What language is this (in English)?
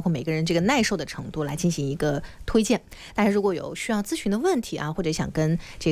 Chinese